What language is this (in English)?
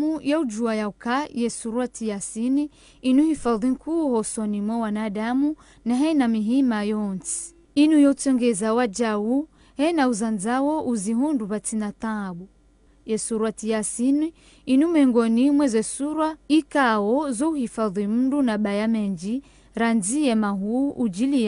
Ngazidja Comorian